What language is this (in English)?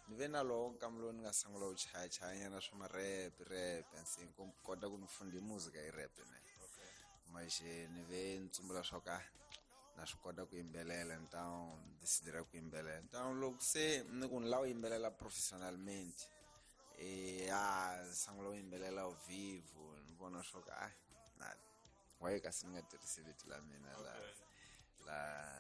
Tsonga